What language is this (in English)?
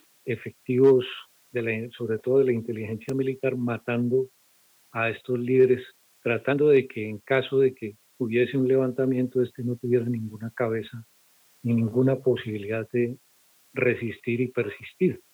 Spanish